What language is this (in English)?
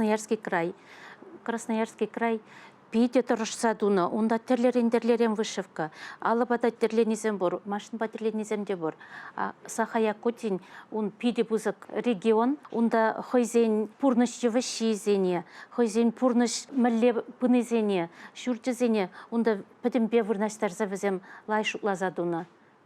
Chuvash